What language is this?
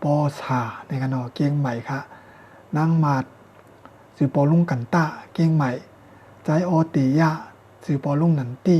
Shan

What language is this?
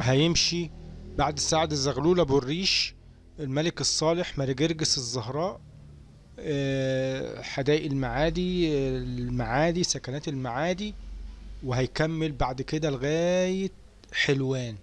Egyptian Arabic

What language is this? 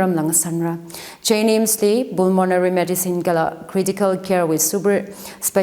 Tangkhul Naga (India)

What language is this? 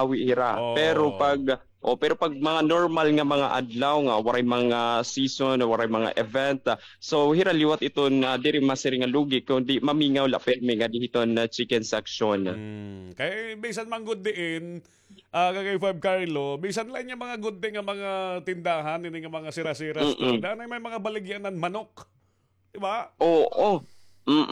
Waray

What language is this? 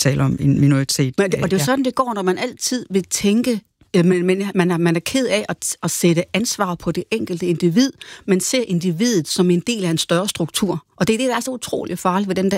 Danish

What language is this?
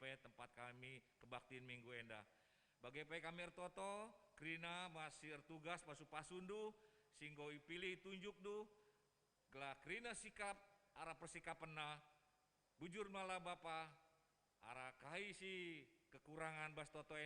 Batak Karo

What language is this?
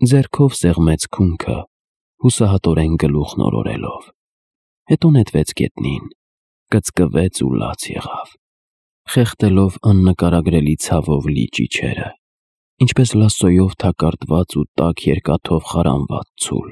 Armenian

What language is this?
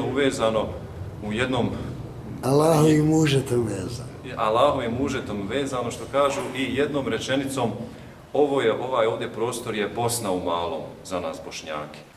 Bosnian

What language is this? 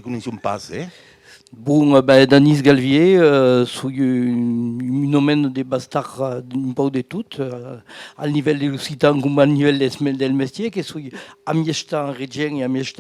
Occitan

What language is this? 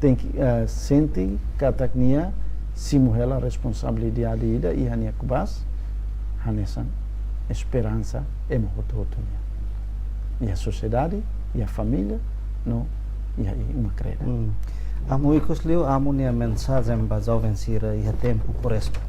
Tetum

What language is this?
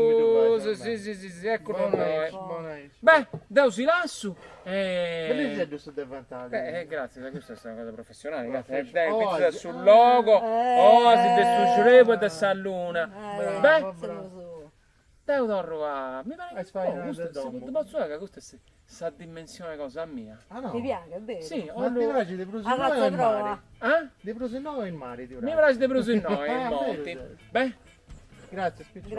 Sardinian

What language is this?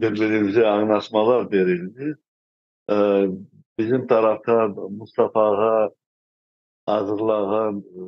Crimean Tatar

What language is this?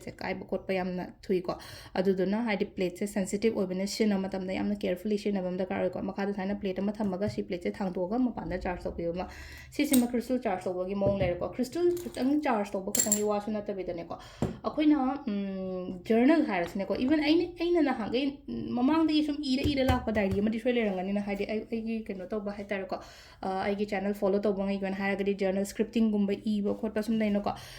Manipuri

